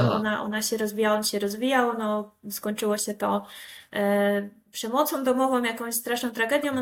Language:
Polish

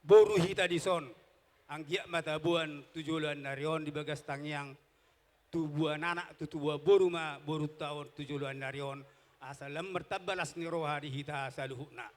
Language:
Batak Toba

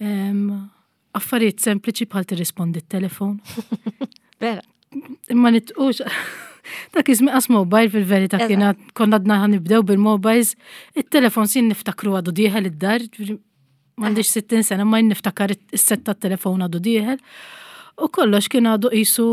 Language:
Maltese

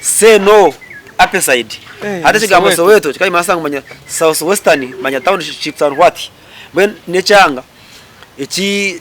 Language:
Nyankole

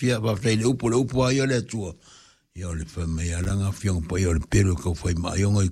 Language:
Samoan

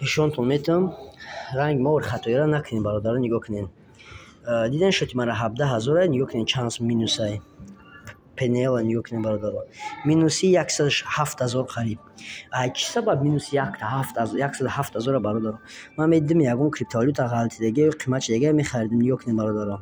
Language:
Tajik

